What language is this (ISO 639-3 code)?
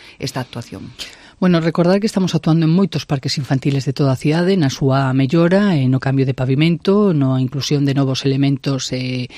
glg